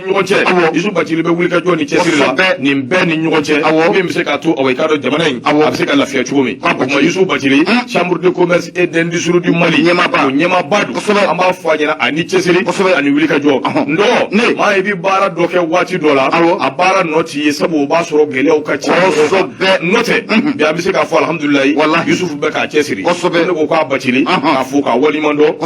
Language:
Bambara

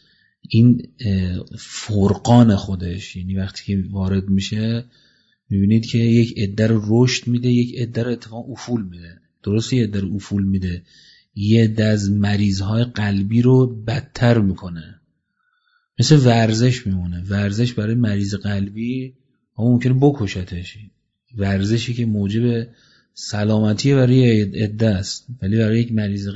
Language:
Persian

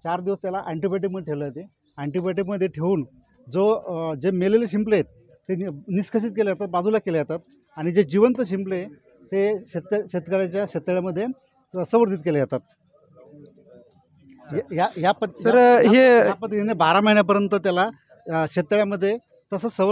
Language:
Marathi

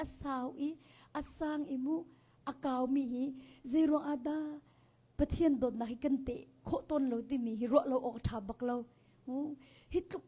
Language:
Hakha Chin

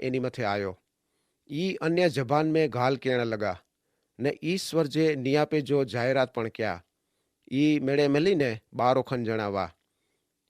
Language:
Kachhi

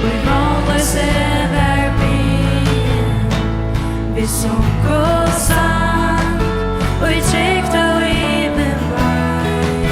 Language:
Faroese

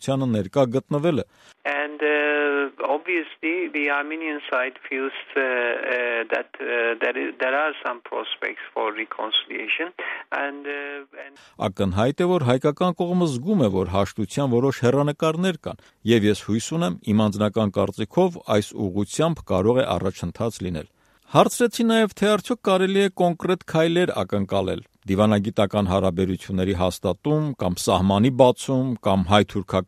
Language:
Armenian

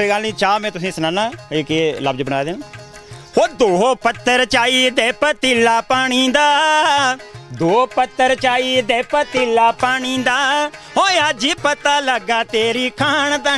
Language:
Dogri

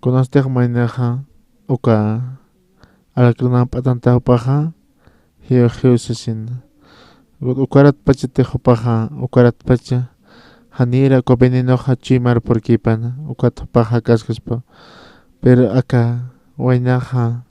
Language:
Aymara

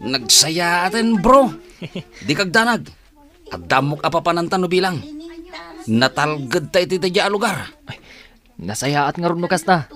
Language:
Iloko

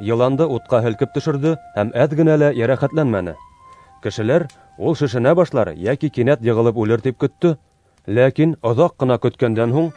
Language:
Bashkir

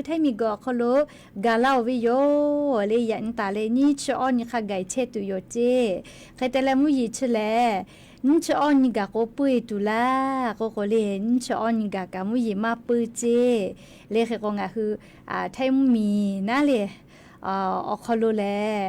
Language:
Lahu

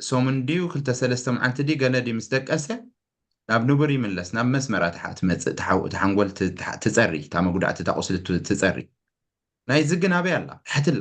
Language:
Tigrinya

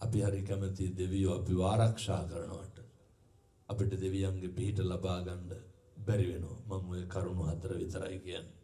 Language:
Sinhala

